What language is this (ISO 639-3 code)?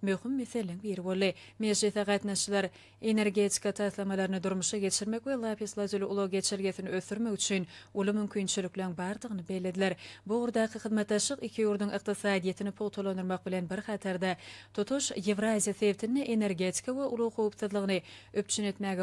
tuk